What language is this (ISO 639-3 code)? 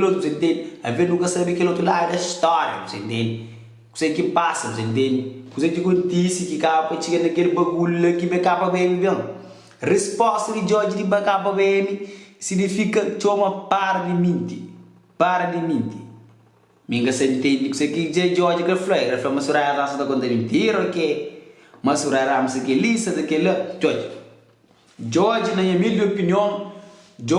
kea